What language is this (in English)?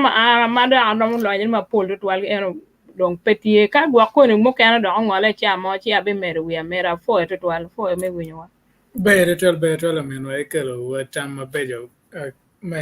Acoli